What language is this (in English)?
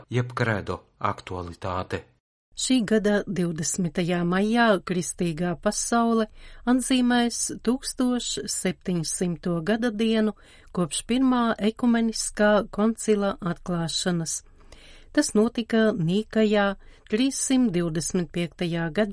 Latvian